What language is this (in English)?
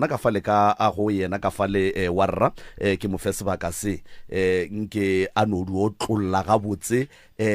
Northern Sotho